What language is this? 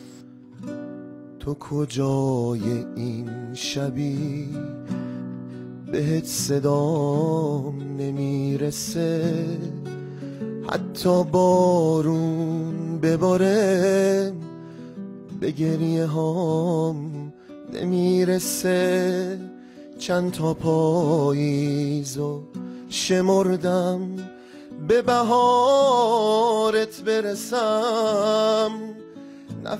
Persian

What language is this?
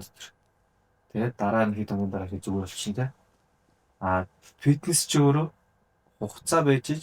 Mongolian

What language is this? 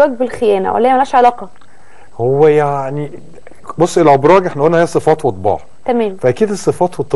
Egyptian Arabic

